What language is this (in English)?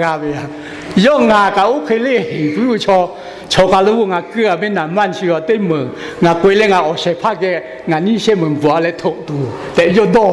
Lahu